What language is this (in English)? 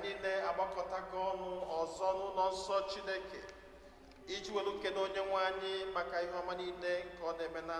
Igbo